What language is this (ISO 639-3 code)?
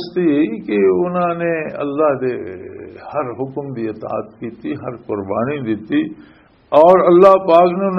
lah